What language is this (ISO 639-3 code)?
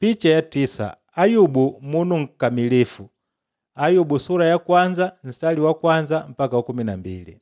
kde